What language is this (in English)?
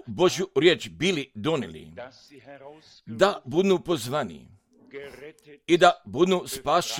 Croatian